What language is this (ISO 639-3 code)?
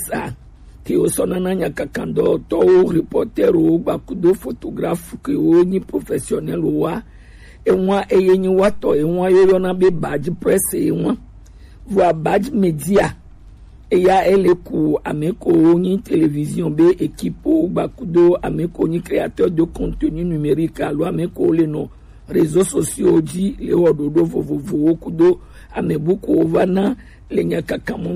gej